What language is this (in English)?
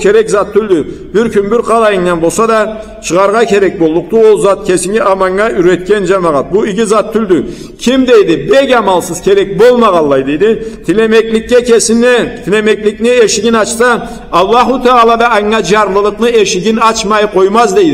Karachay-Balkar